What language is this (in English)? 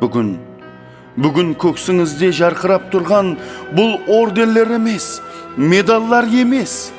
Kara-Kalpak